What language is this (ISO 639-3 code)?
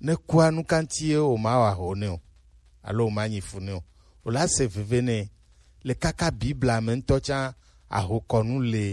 gej